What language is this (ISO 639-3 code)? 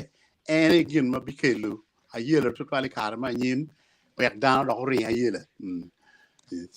ach